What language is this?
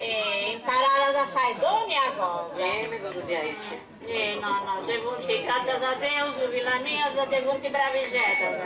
Sardinian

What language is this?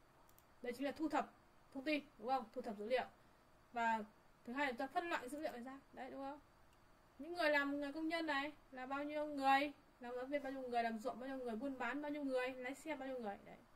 Vietnamese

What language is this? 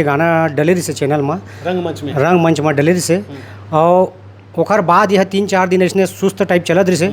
Chhattisgarhi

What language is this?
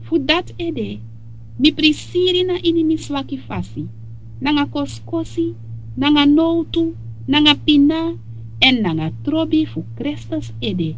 Sranan Tongo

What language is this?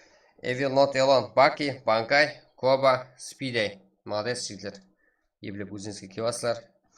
Kara-Kalpak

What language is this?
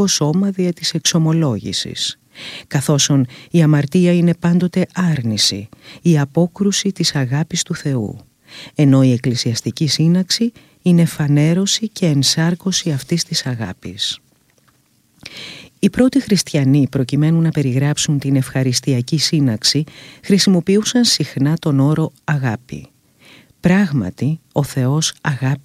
Greek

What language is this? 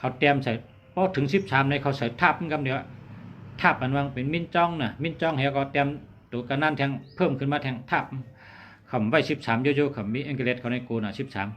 Shan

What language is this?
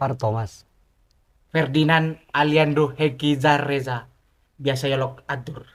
Madurese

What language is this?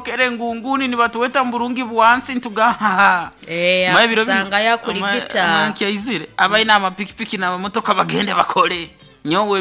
Nyoro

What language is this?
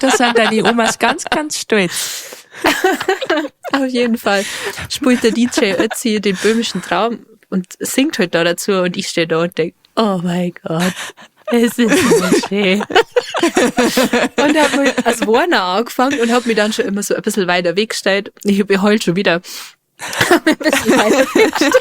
Bavarian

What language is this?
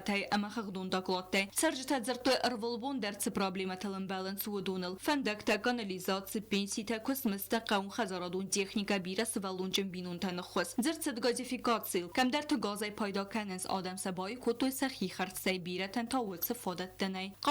Ossetic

